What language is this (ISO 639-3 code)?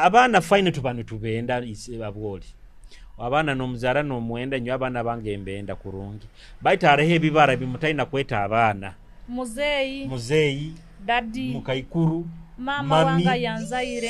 nyo